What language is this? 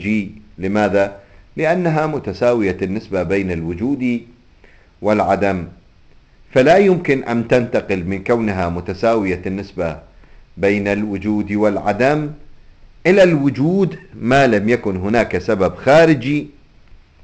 Arabic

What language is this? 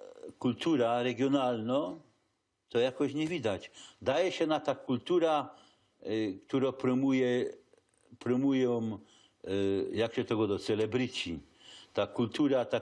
Silesian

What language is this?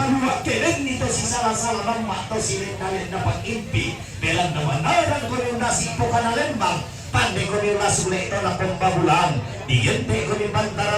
Toraja-Sa'dan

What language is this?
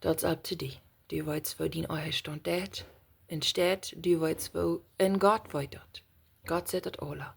Plautdietsch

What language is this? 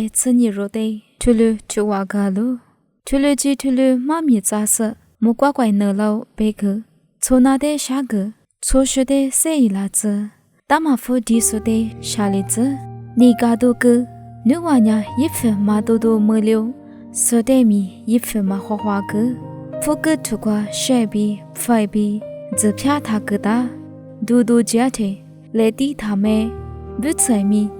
Lisu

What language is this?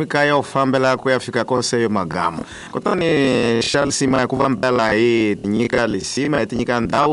Tsonga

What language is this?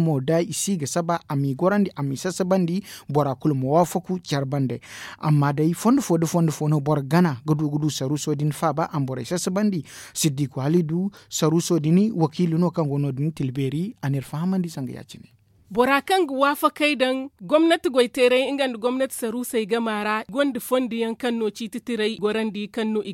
Zarma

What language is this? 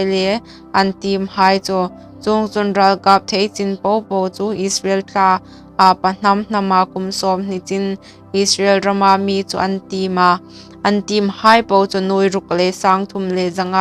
Hmar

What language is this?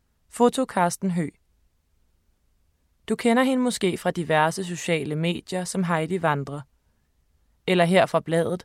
Danish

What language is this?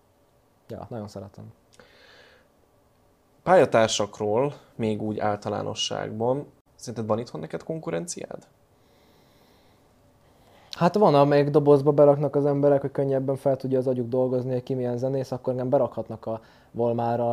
Hungarian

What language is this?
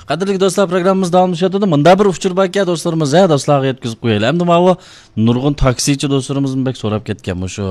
Uyghur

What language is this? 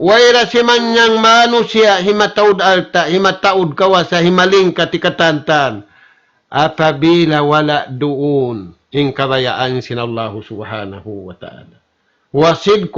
Tausug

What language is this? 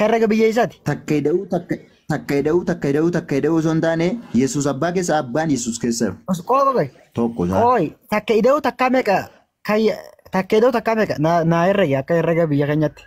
Oromo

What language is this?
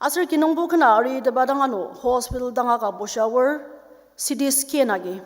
Ao Naga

